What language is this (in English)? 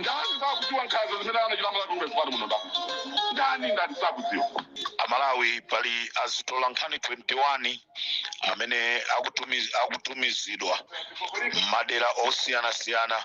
Nyanja